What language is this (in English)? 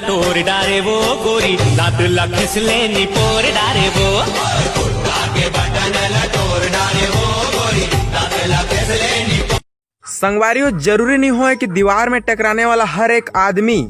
Chhattisgarhi